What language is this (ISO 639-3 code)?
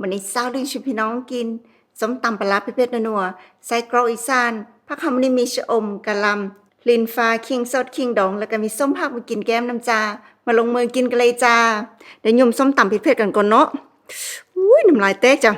tts